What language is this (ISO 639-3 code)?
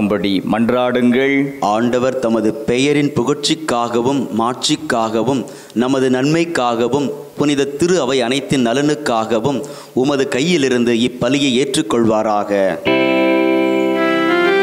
tam